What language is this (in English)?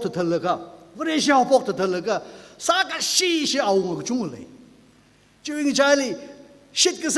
Tangkhul Naga (India)